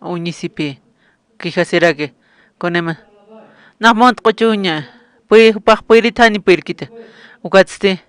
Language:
Aymara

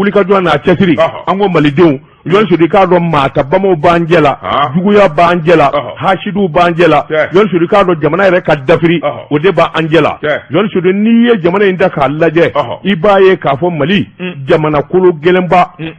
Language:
Bambara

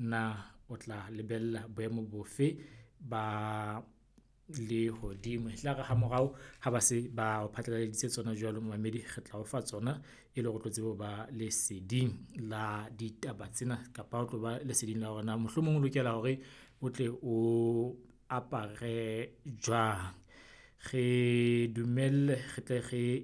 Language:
Southern Sotho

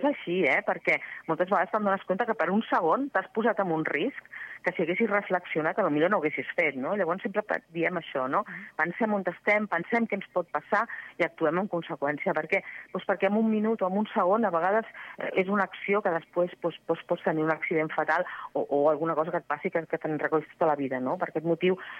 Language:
Catalan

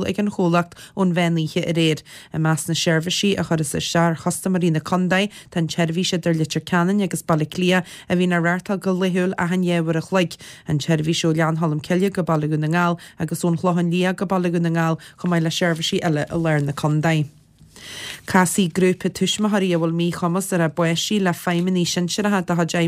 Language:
Irish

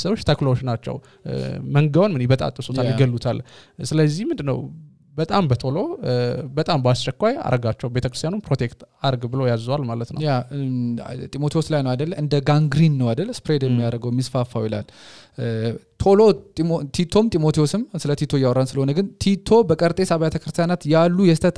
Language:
Amharic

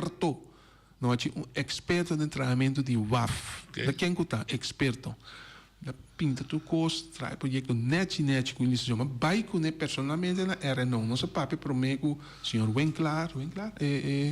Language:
Papiamento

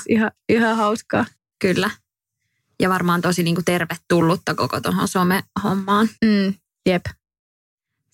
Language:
Finnish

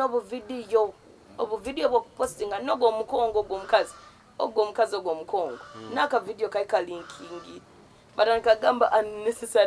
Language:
Nyoro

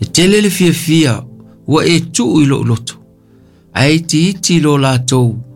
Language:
Samoan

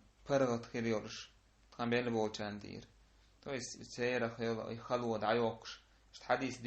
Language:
Chechen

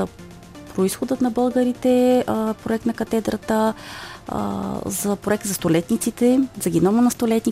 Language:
Bulgarian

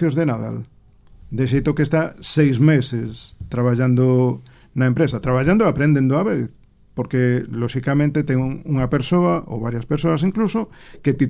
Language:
Galician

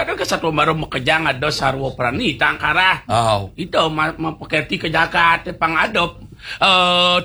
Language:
Balinese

